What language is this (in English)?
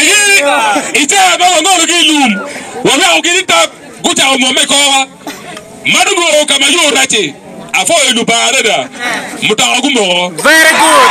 Acoli